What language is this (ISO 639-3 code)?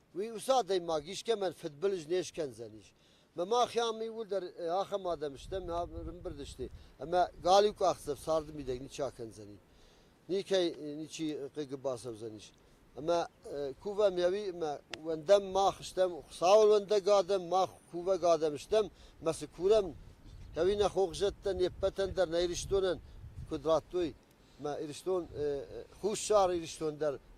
oss